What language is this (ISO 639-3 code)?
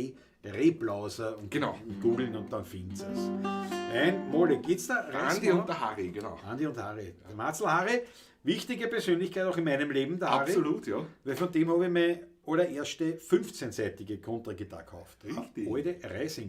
bar